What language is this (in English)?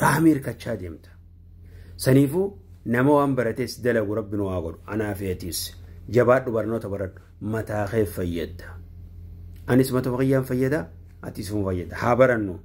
Oromo